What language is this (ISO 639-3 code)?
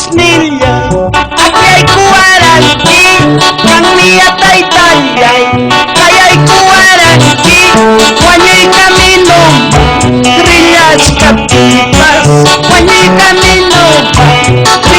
quy